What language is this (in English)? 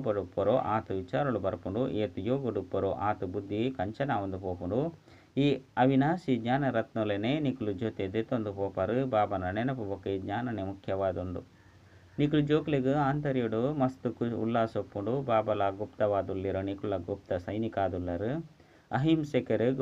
Tulu